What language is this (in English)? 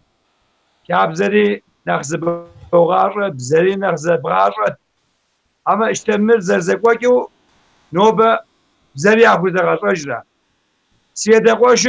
Kabardian